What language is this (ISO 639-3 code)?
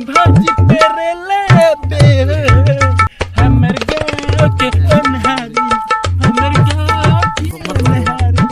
hne